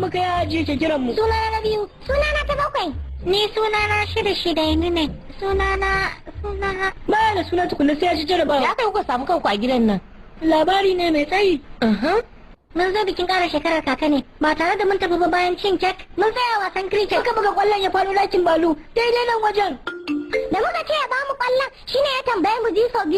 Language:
Hausa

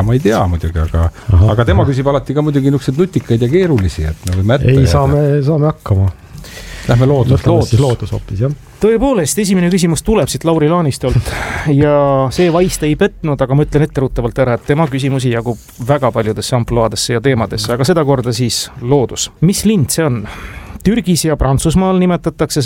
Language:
Estonian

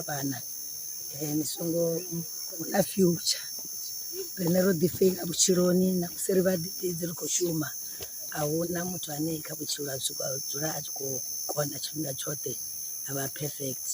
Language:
Venda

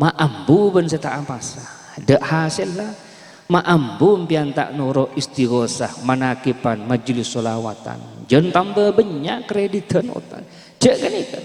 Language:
Madurese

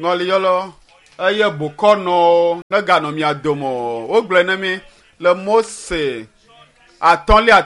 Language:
Ewe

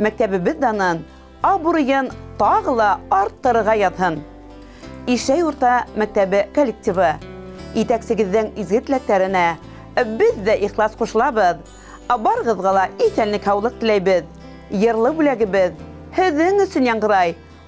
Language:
Bashkir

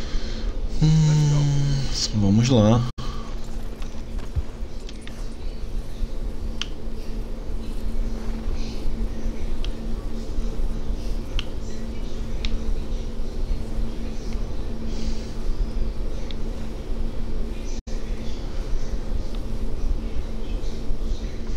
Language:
Portuguese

